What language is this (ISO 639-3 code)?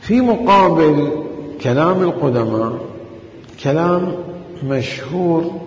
acm